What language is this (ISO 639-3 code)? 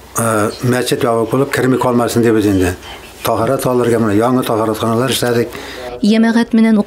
bak